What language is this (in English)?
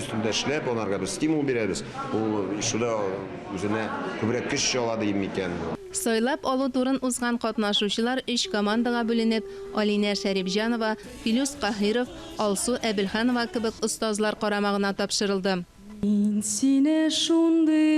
Tatar